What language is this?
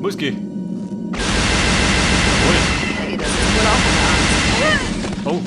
Bavarian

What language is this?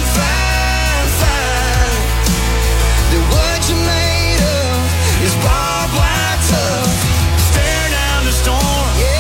English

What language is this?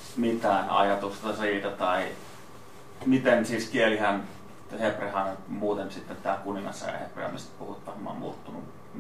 Finnish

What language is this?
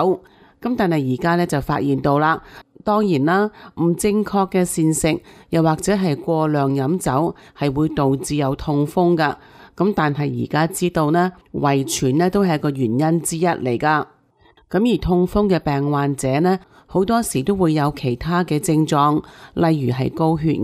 Cantonese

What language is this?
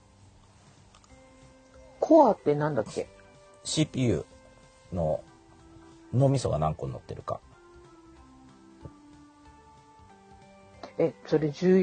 Japanese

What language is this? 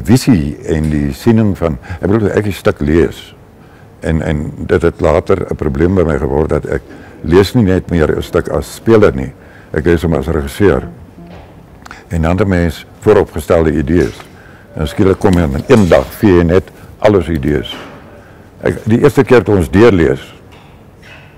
Afrikaans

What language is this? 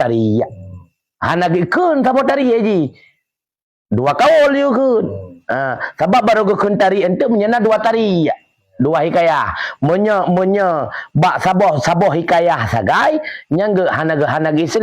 Achinese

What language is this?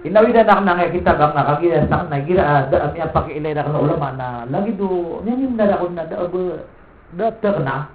Maranao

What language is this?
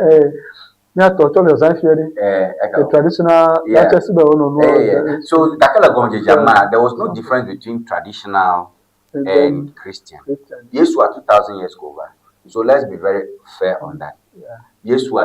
Ewe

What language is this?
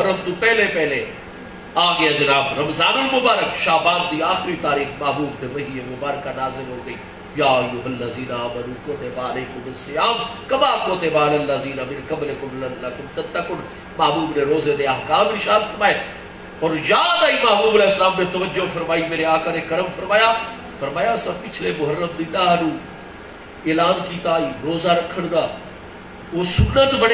Saraiki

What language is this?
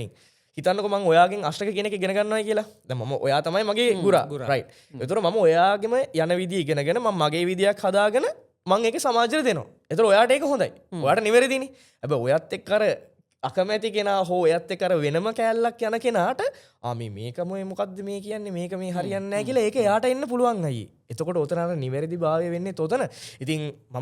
Sinhala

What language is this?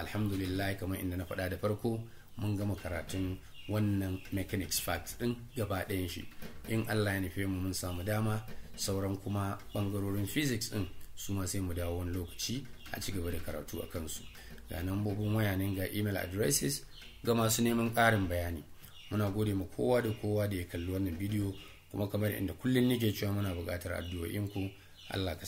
Hausa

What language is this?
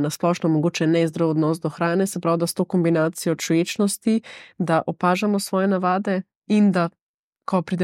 Slovenian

